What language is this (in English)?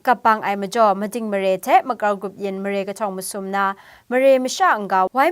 Kachin